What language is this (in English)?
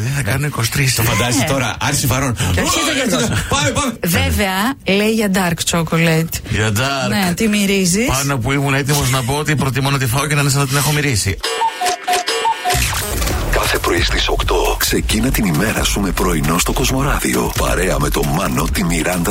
Greek